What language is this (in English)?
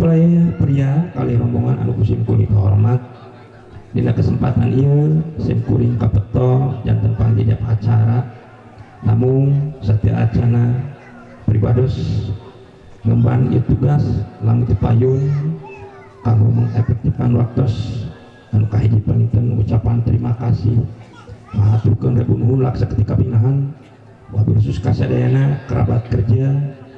Sundanese